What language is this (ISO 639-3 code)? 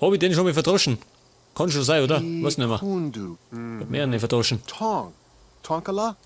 bar